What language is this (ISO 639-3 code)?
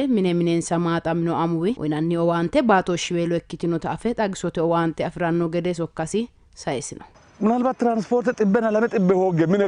sid